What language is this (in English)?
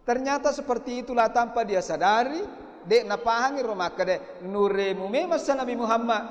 Buginese